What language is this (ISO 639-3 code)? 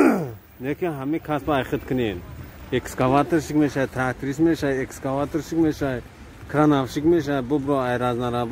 tgk